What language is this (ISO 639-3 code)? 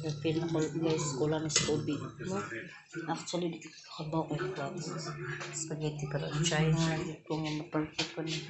ceb